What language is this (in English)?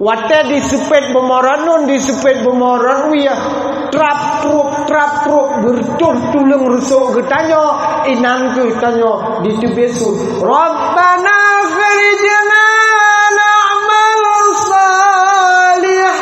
Achinese